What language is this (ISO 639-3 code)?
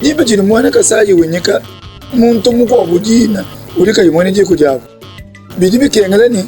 lua